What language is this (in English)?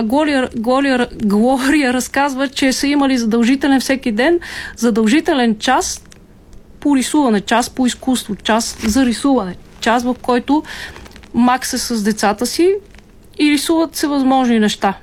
Bulgarian